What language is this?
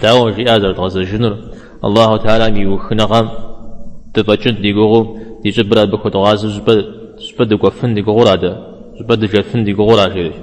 Kabardian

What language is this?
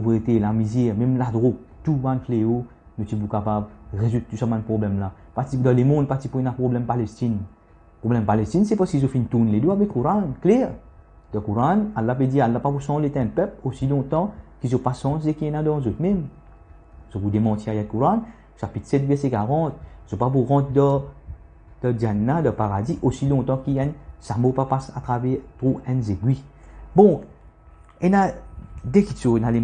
Morisyen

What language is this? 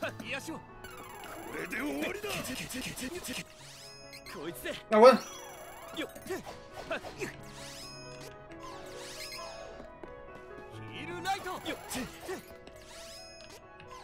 Japanese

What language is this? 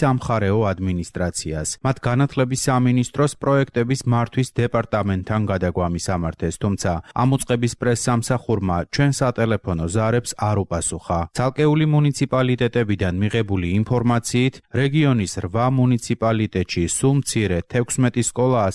Georgian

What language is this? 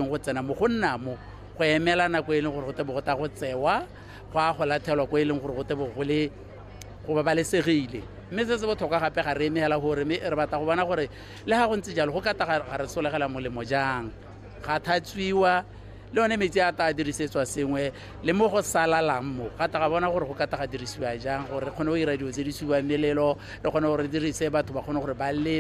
Tswana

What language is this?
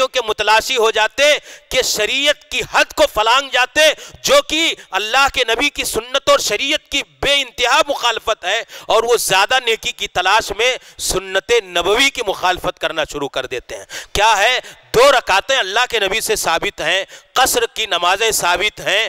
Urdu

